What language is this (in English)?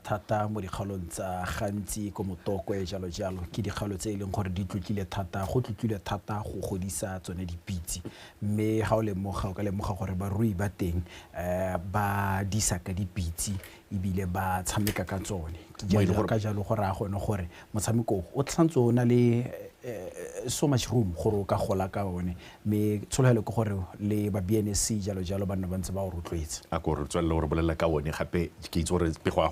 Tswana